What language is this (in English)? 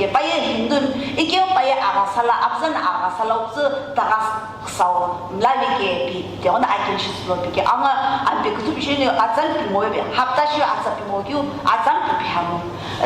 Sumi Naga